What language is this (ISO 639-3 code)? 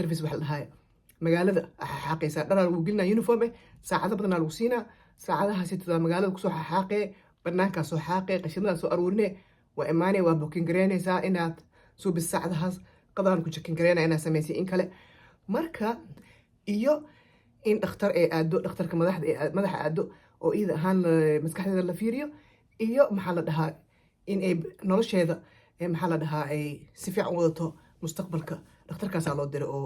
som